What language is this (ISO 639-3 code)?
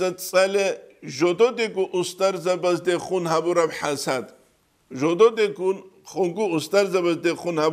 ava